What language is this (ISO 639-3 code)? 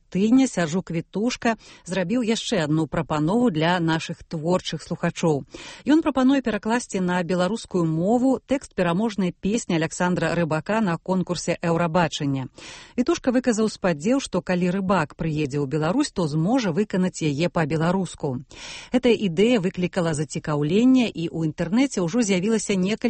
bel